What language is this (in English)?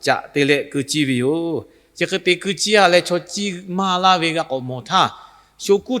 Lahu